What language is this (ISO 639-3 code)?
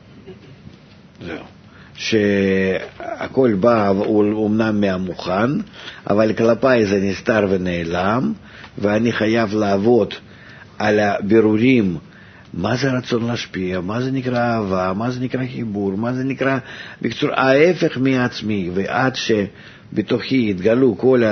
heb